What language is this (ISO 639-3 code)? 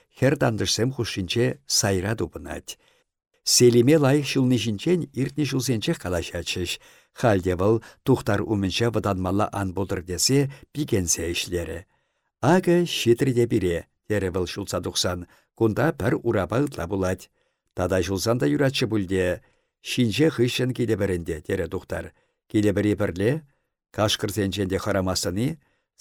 chv